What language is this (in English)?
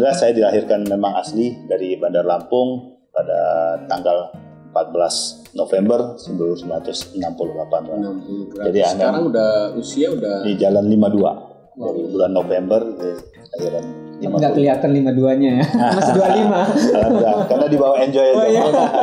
Indonesian